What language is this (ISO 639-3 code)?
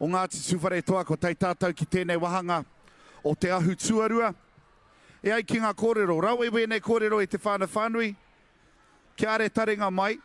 mri